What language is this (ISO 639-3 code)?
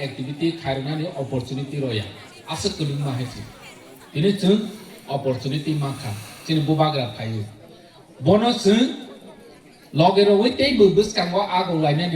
trp